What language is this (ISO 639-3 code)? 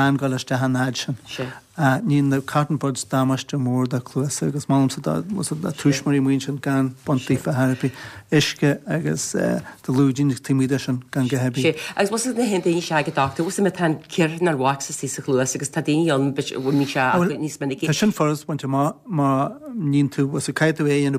gle